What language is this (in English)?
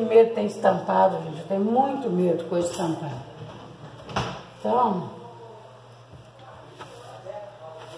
Portuguese